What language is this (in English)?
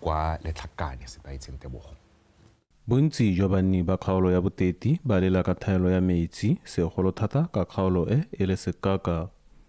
Tswana